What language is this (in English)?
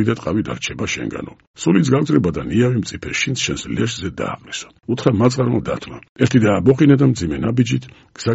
Georgian